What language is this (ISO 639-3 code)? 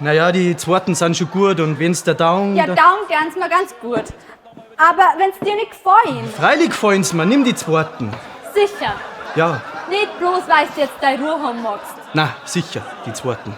bar